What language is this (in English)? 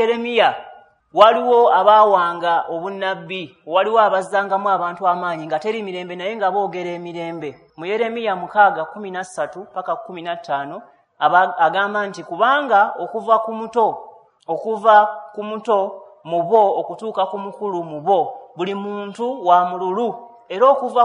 Ganda